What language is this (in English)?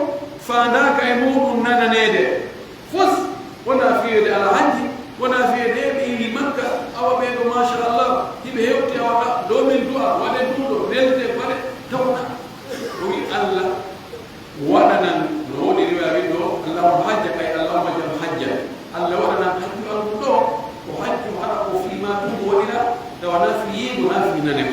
Pular